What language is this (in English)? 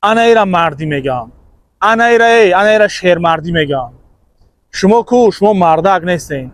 Tajik